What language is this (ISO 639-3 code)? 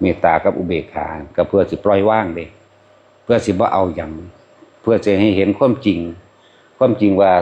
tts